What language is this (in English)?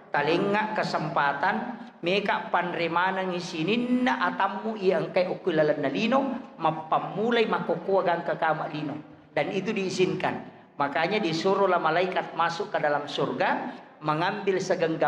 Buginese